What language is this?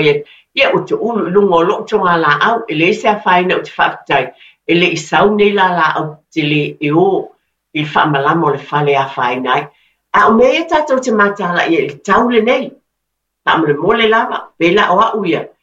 Samoan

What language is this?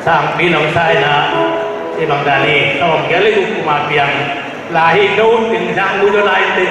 Tedim Chin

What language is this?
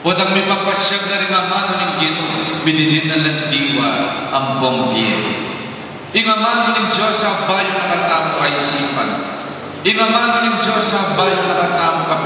Pampanga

